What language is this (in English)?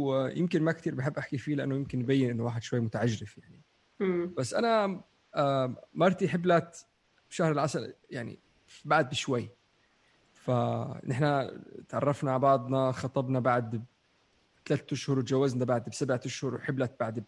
North Levantine Arabic